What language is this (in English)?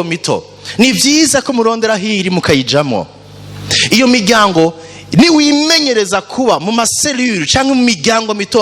Rundi